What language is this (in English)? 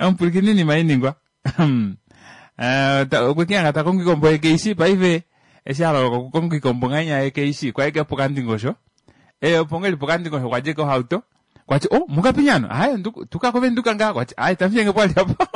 Kuanyama